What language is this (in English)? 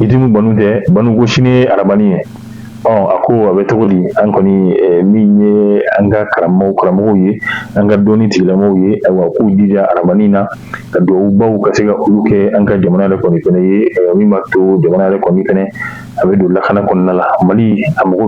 Bambara